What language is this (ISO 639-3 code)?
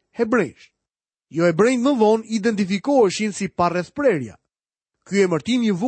sqi